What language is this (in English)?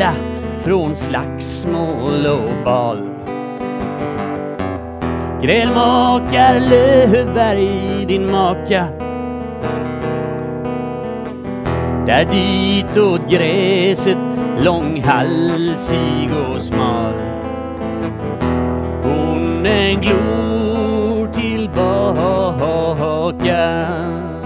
Swedish